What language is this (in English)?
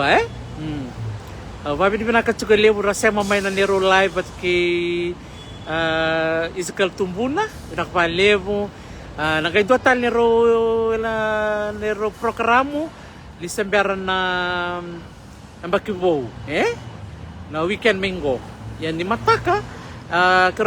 Fijian